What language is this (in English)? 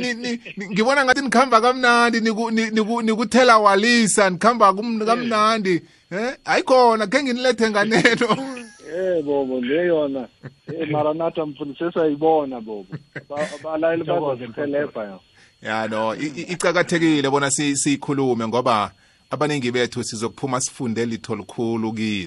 South Ndebele